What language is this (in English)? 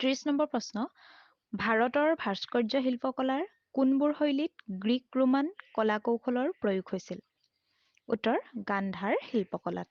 Assamese